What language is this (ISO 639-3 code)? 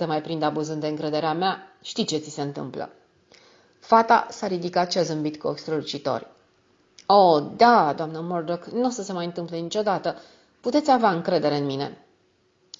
ron